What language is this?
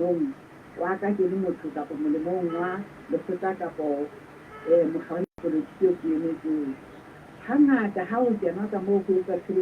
Southern Sotho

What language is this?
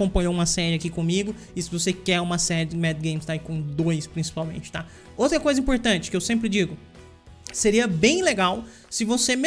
Portuguese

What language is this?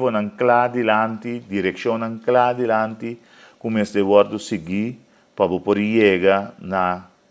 Papiamento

